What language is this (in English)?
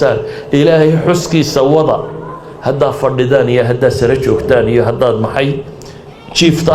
Somali